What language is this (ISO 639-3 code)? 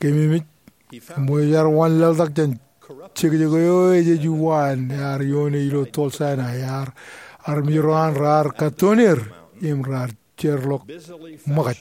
mah